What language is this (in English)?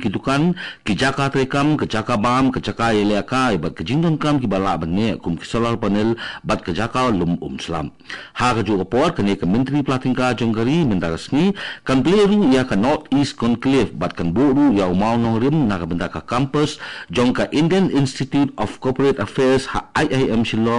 Khasi